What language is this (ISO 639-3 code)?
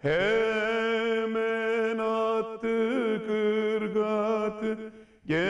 tur